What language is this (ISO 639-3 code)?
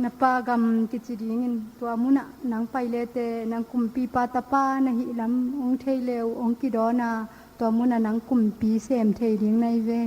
ctd